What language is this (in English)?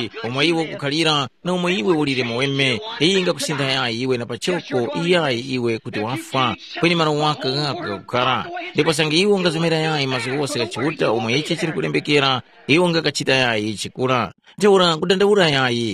Tumbuka